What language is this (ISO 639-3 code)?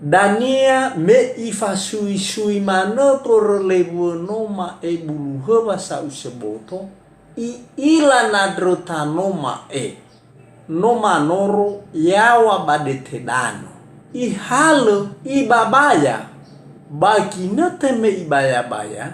nia